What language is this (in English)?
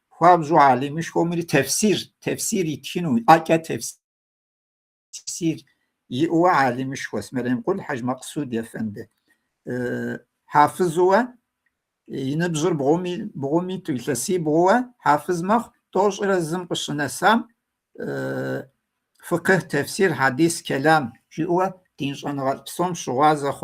Kabardian